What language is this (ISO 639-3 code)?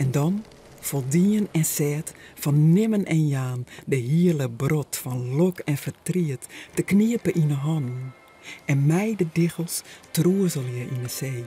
fry